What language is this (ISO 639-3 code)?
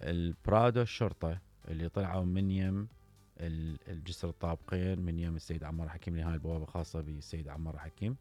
acm